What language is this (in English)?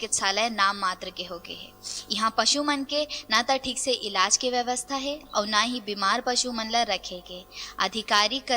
Chhattisgarhi